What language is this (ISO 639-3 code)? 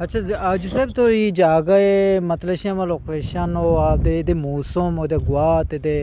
bgp